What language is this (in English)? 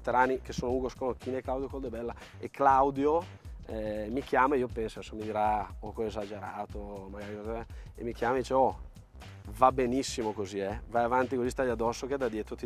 Italian